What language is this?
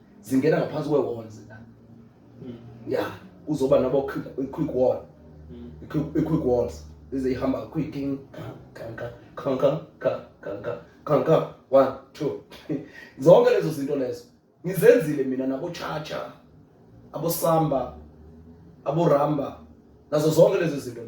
Zulu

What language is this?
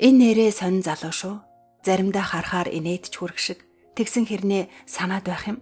Mongolian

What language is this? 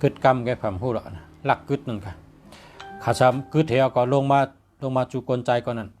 Shan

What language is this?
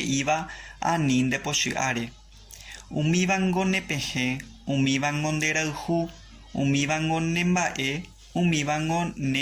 Guarani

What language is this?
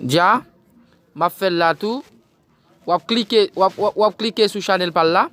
Haitian Creole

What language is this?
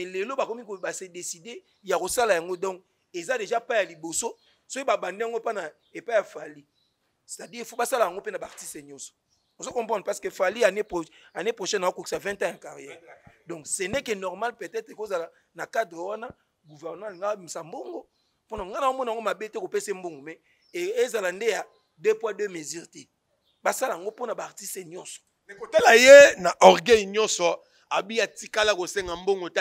Lingala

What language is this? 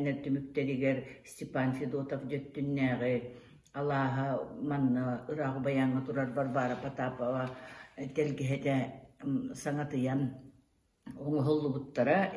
Yakut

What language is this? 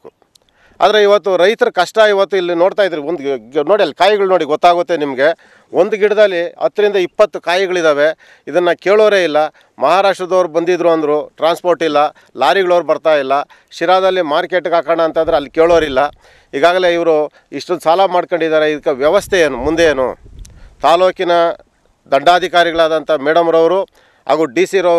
Kannada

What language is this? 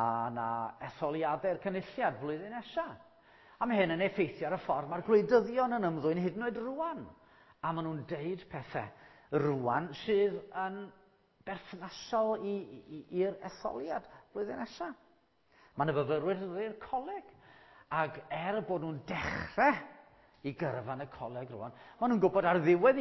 Welsh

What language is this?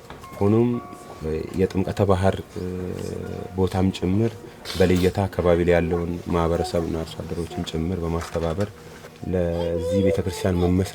Amharic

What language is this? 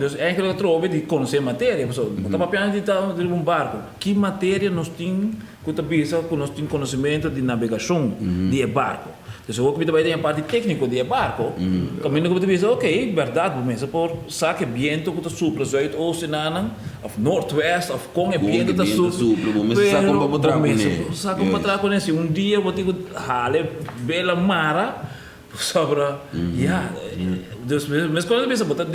Papiamento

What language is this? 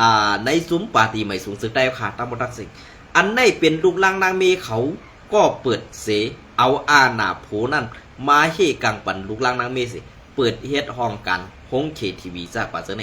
Shan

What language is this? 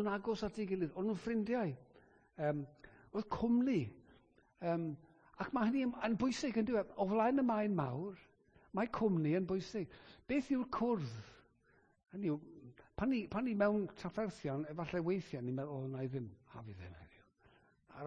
Welsh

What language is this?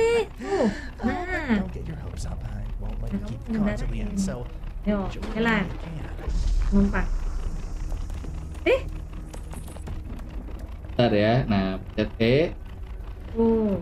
Indonesian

